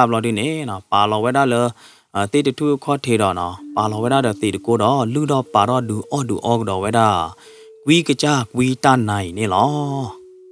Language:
S'gaw Karen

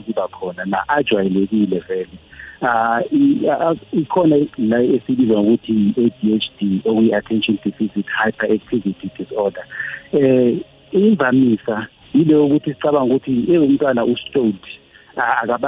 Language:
South Ndebele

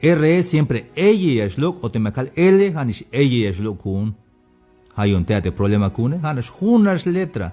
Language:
Tzeltal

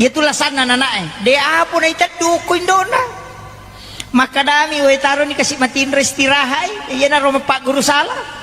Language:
Buginese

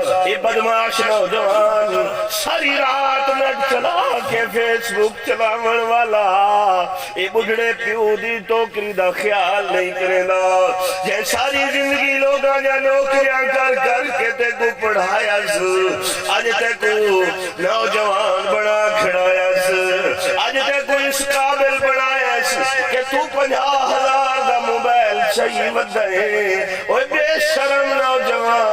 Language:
Saraiki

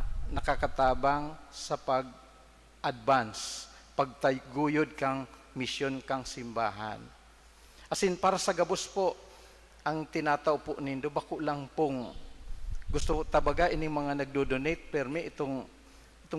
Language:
Bikol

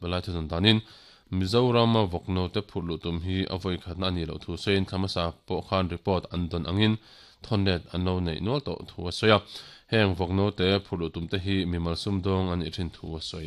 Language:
Mizo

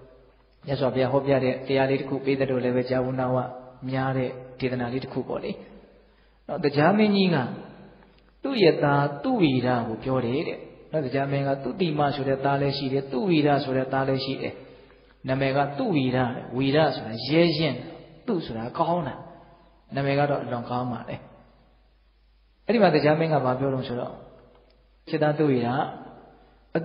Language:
Burmese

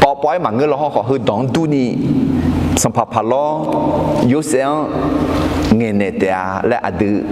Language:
Akha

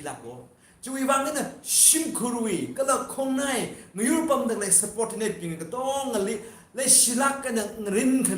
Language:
Tangkhul Naga (India)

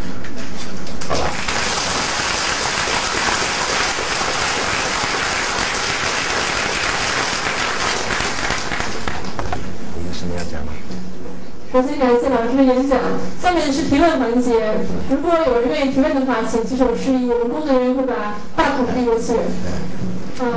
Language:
Chinese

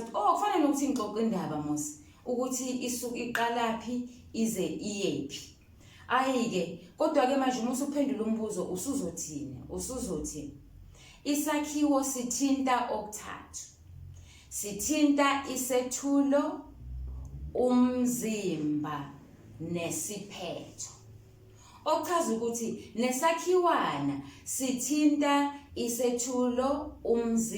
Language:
Zulu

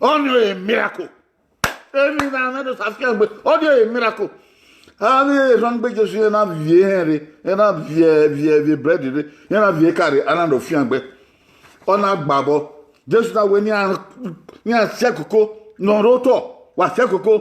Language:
Bini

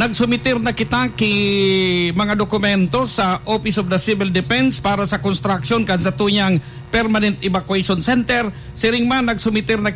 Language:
Bikol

